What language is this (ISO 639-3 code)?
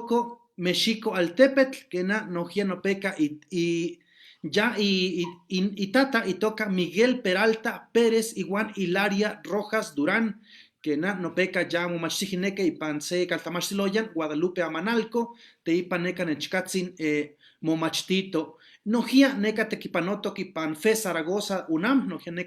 nhe